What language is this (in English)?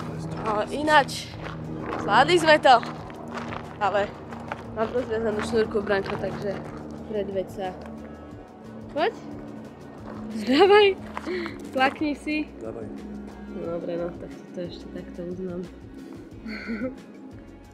Slovak